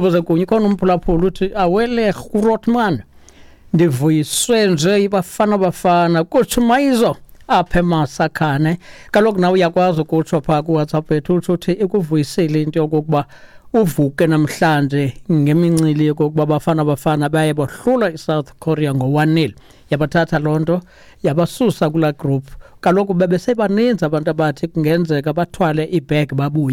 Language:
Xhosa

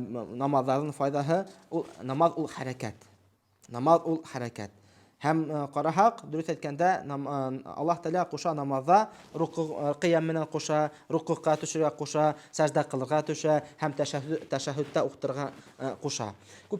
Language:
Bashkir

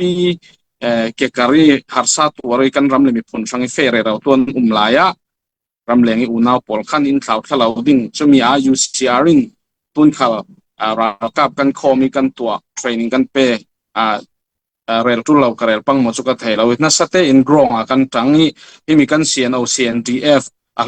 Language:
Falam Chin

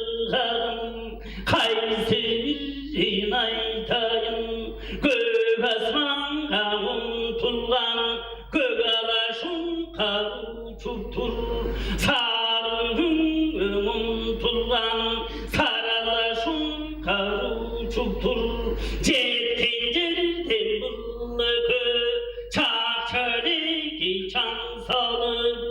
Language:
Tuvinian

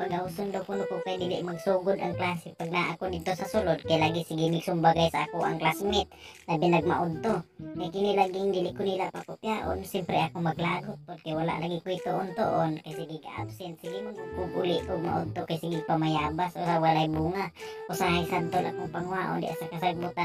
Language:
Cebuano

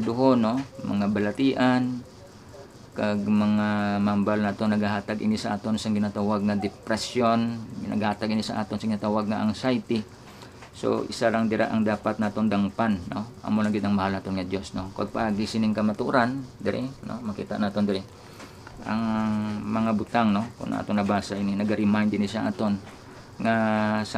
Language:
Hiligaynon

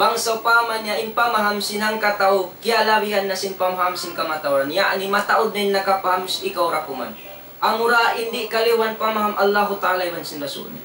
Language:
Tausug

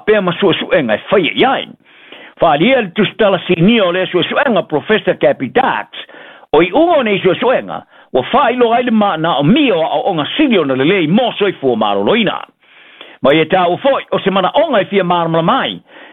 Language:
Samoan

